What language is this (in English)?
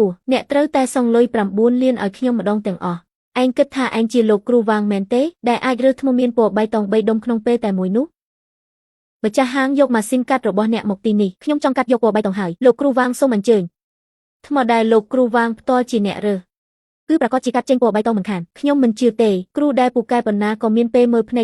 Khmer